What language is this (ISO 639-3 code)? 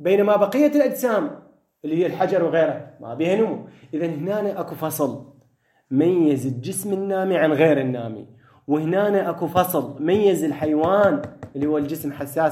acm